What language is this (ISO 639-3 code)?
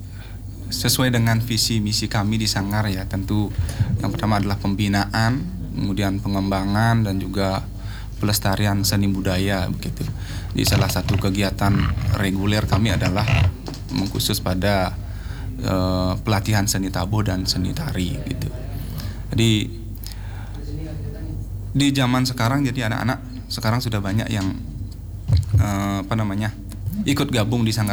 ind